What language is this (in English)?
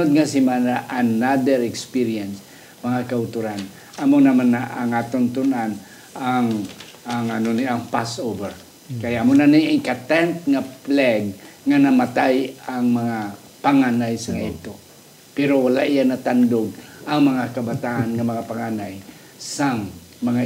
Hiligaynon